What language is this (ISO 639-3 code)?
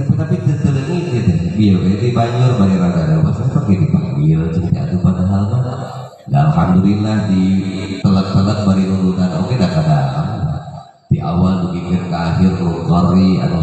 sun